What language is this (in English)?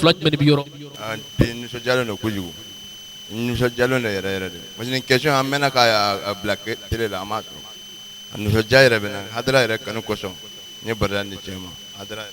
Bambara